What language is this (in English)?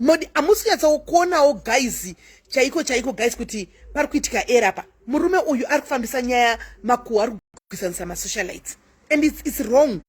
Shona